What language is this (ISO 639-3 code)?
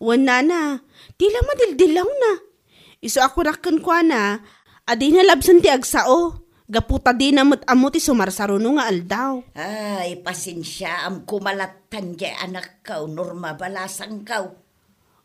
ilo